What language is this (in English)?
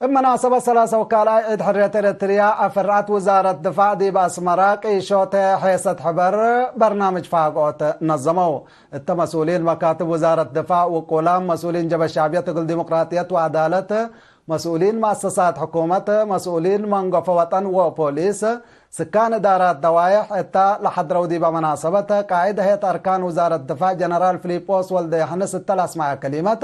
Tigre